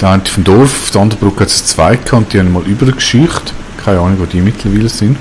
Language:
Swiss German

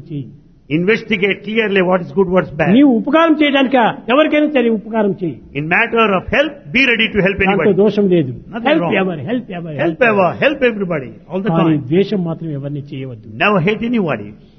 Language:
Telugu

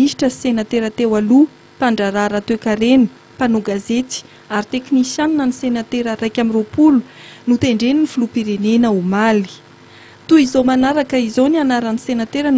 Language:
Malagasy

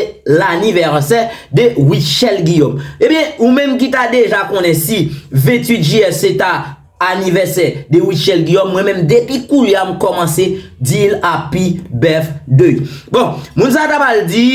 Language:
Haitian Creole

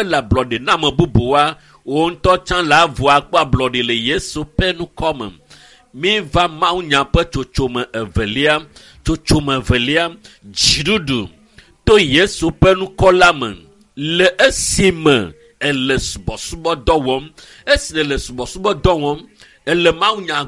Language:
Ewe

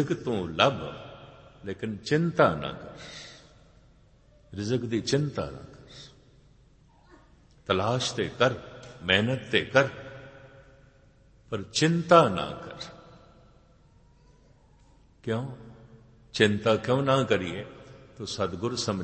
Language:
Punjabi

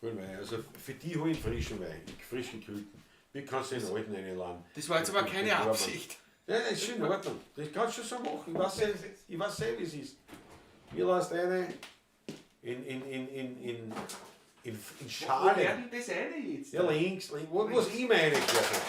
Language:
Bavarian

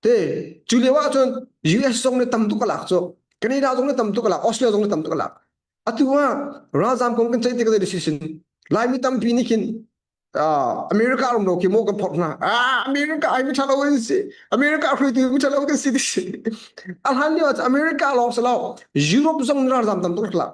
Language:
Hakha Chin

